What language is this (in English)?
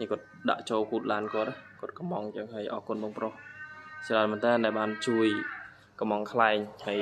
Khmer